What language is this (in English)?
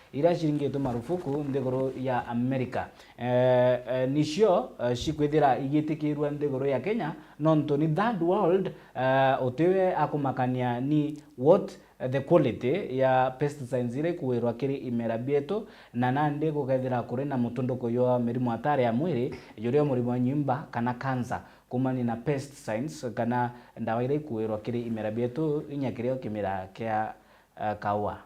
Meru